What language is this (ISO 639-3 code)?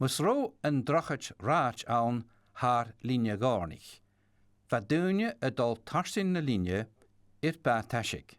gla